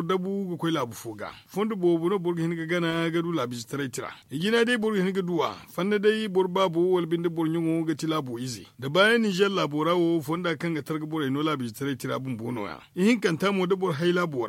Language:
Zarma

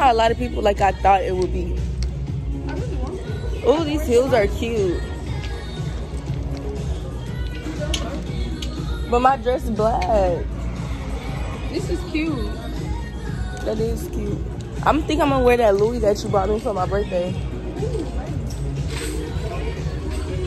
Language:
English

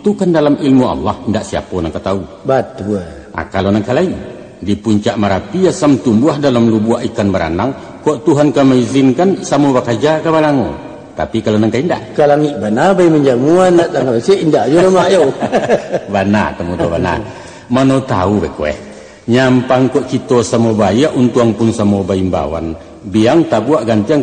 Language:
Minangkabau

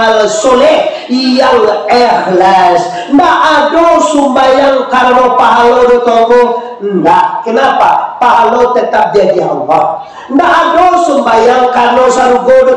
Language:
Minangkabau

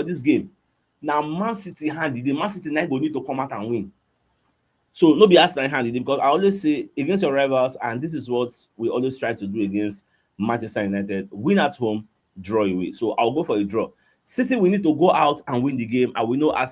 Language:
Nigerian Pidgin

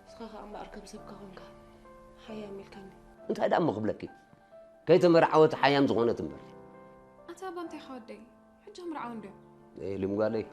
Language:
Tigrinya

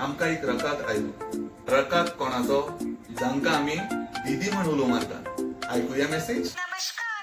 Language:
Konkani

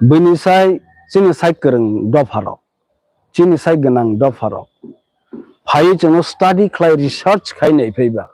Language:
Kok Borok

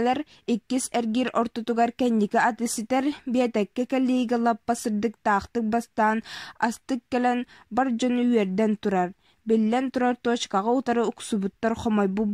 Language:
Yakut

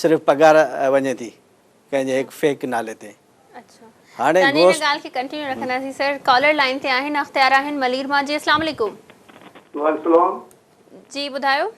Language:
Sindhi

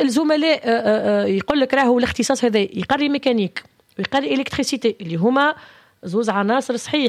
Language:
Tunisian Arabic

